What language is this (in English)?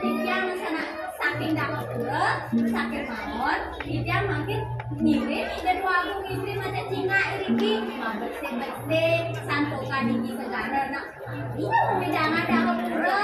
Balinese